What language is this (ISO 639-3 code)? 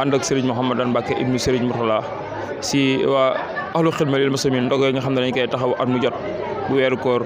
wol